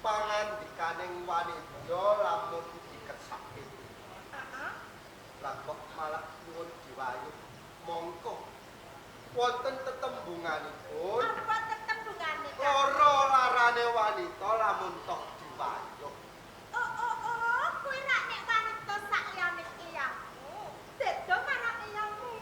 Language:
Javanese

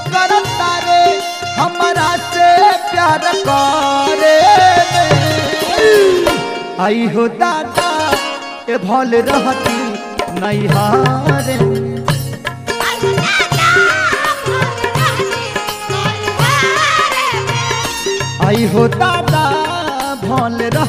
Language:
Bhojpuri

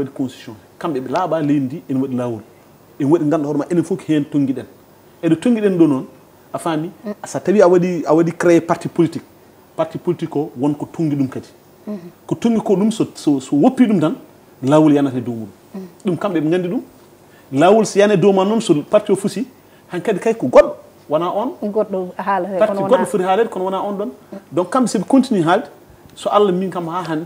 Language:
Fula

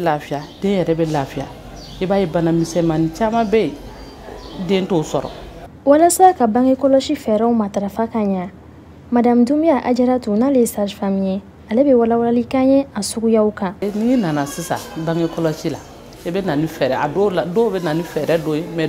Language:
Bambara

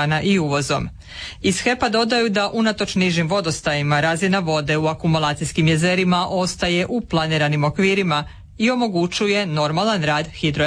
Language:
Croatian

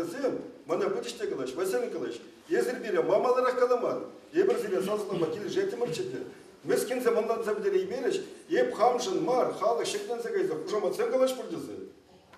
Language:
Chuvash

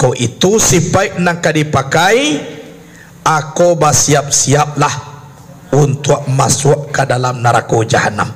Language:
Minangkabau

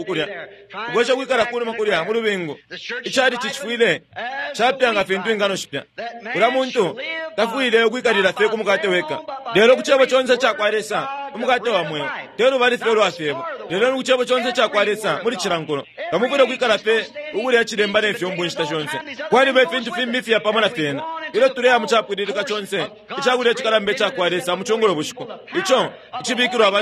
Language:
Bemba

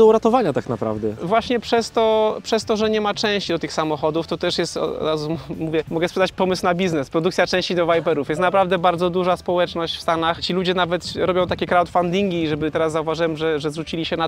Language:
Polish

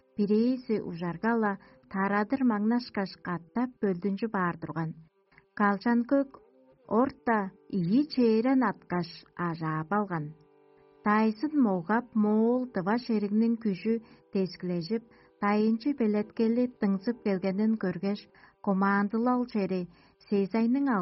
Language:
Tuvinian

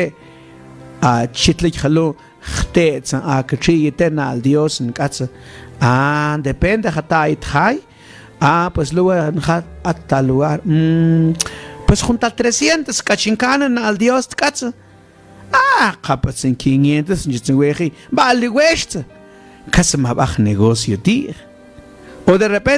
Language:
Mam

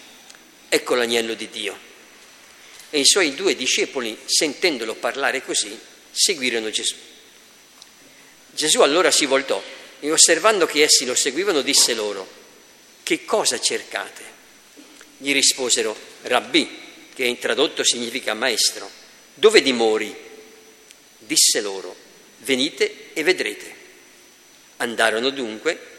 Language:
Italian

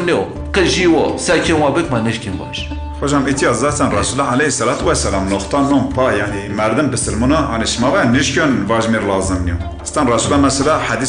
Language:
Zaza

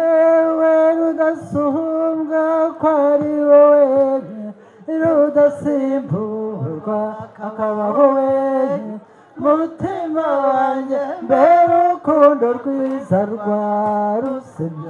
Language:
Kinyarwanda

